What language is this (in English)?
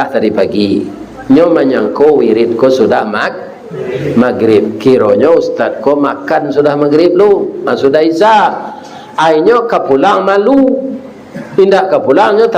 Minangkabau